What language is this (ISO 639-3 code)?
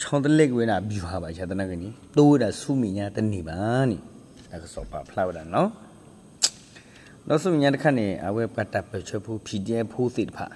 ksw